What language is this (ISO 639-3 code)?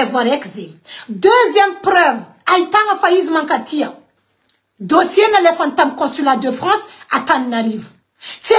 mlg